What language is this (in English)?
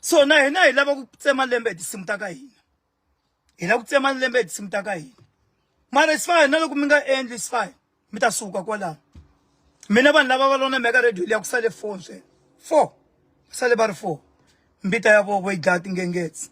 Tsonga